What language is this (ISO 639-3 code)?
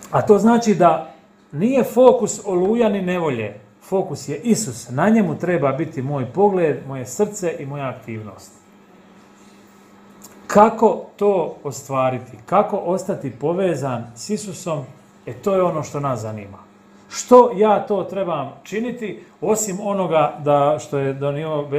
hrv